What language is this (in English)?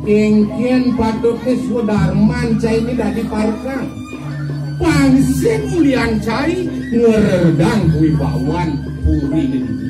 Balinese